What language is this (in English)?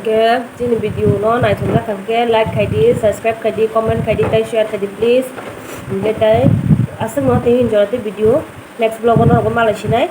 Kok Borok